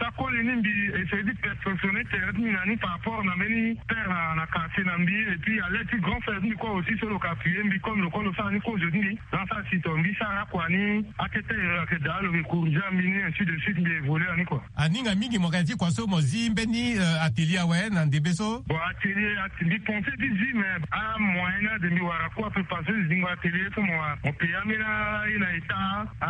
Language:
Sango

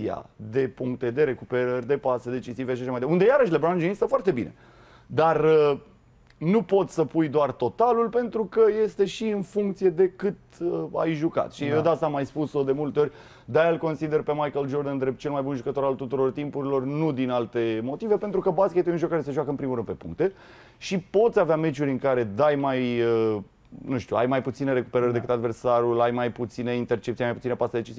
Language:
Romanian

